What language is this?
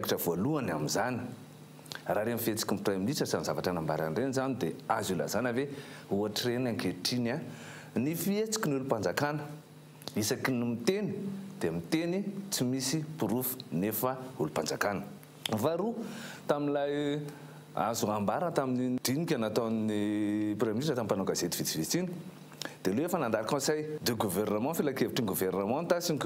Malagasy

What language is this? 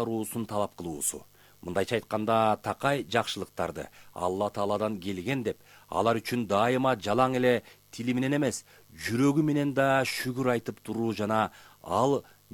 Kyrgyz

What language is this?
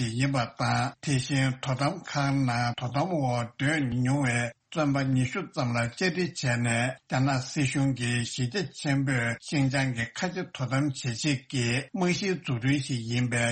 Tibetan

